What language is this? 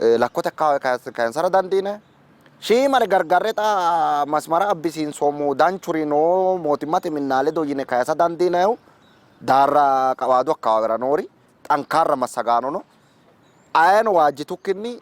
Sidamo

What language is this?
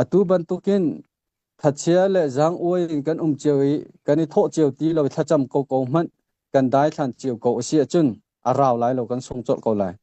Hakha Chin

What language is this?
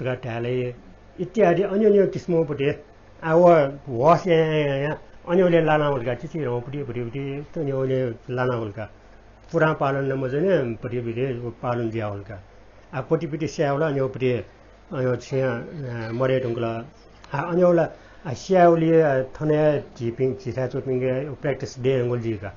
Newari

